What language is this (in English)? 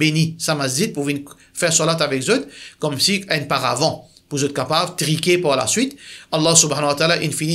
Morisyen